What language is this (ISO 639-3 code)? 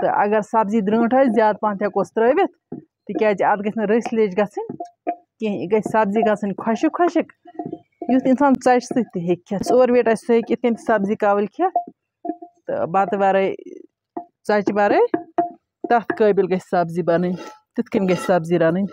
kas